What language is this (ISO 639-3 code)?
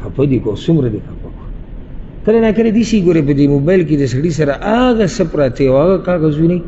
pus